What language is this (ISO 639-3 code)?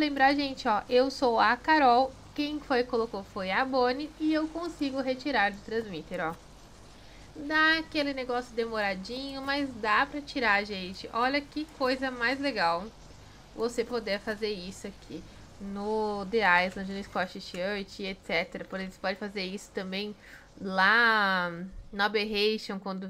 por